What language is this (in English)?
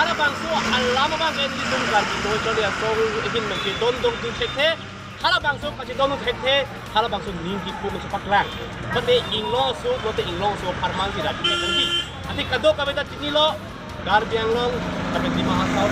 Karbi